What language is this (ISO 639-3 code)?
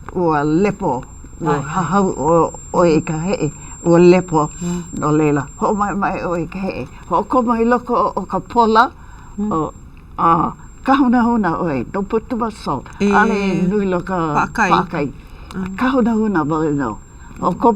haw